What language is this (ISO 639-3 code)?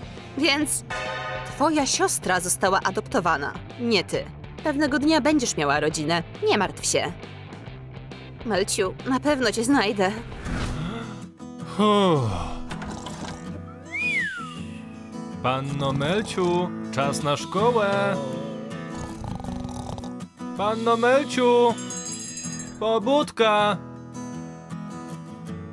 pol